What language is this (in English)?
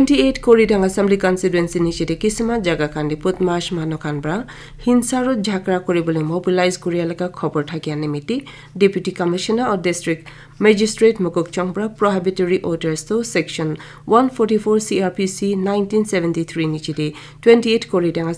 Naga Pidgin